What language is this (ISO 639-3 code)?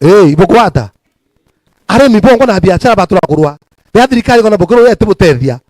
mer